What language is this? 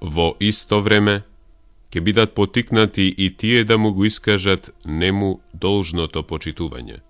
Macedonian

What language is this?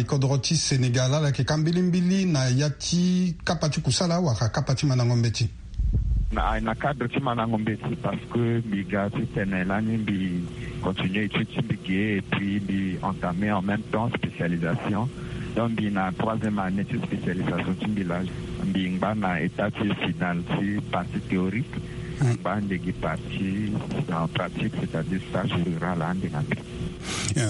Sango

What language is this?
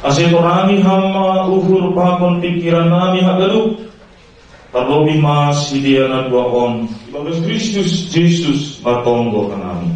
Batak Simalungun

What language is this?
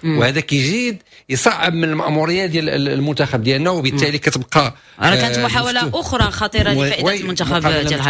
Moroccan Arabic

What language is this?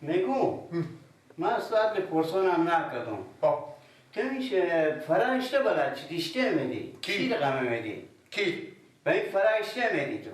Persian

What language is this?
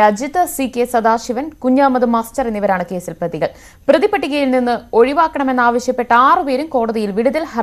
Malayalam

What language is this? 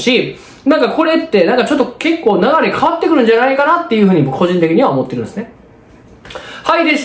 Japanese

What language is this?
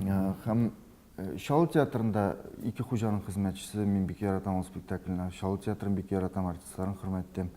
Tatar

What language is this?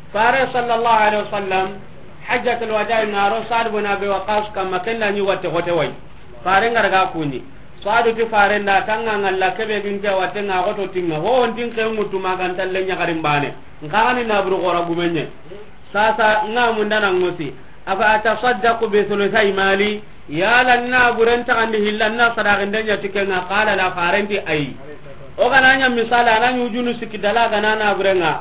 Soninke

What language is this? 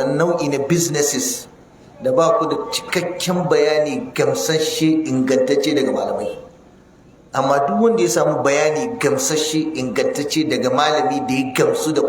Hausa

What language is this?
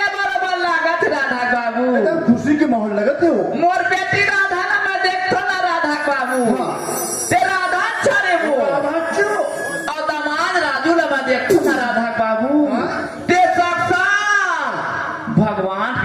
Chhattisgarhi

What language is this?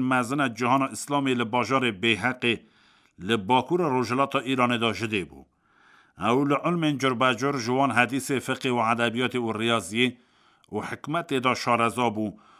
Kurdish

